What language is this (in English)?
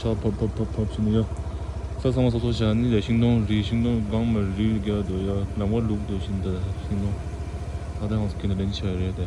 Tibetan